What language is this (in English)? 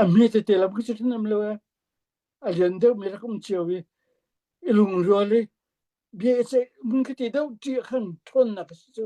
Hakha Chin